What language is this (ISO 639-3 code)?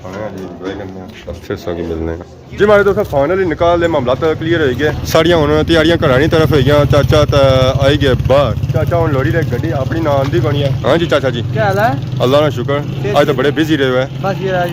phr